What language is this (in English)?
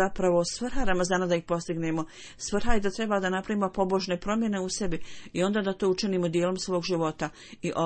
Bosnian